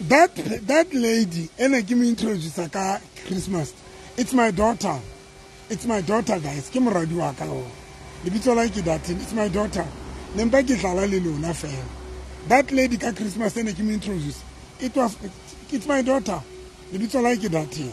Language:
Southern Sotho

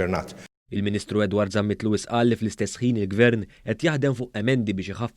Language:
Maltese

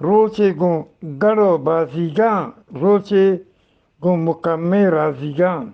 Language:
Eastern Balochi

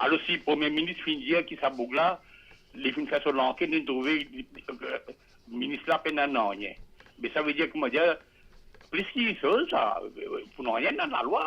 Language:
Morisyen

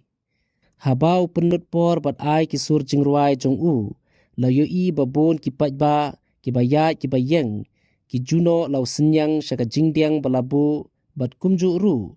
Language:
Khasi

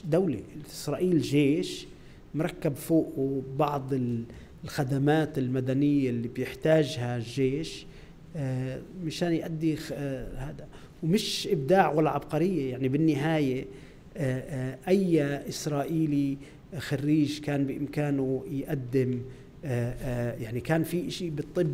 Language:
North Levantine Arabic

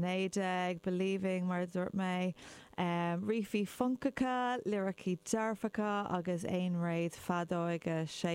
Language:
Irish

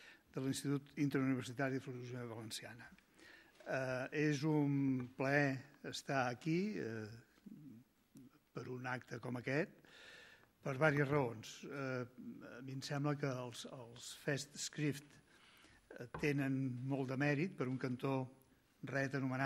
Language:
Catalan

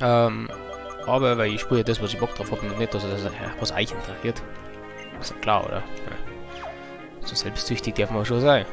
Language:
Bavarian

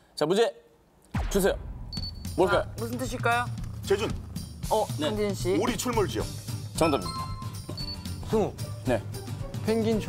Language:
Korean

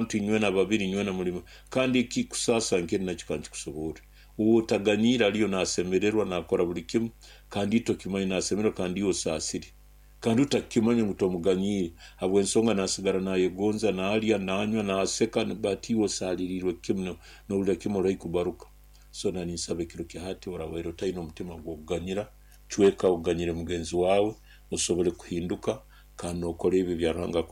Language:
Nyoro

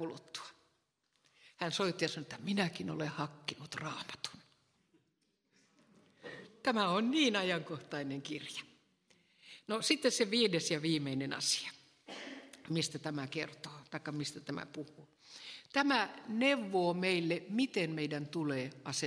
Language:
Finnish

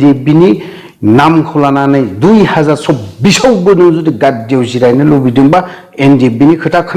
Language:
Bodo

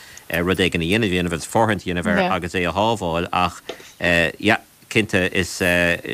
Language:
Irish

